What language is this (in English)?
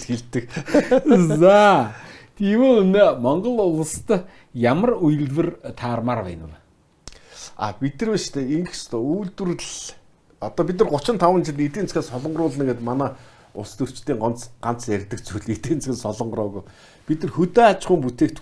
Mongolian